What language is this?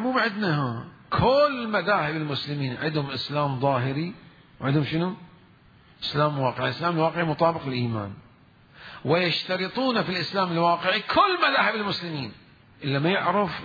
Mesopotamian Arabic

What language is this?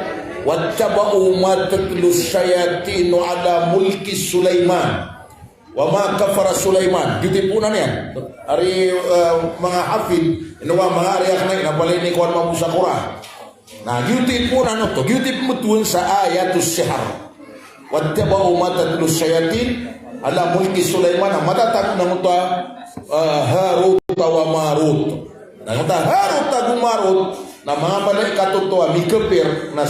Maranao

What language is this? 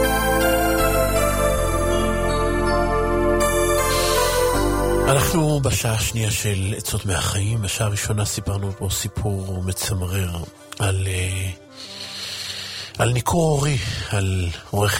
Hebrew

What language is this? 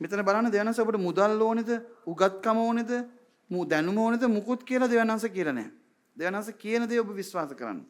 Sinhala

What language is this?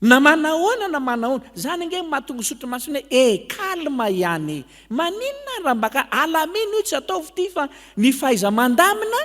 Malagasy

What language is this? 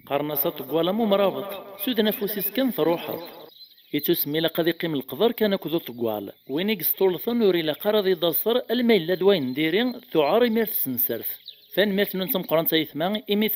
Kabyle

